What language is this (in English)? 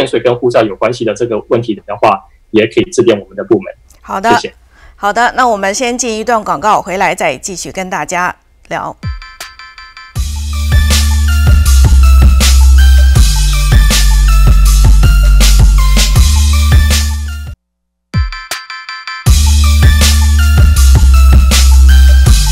Chinese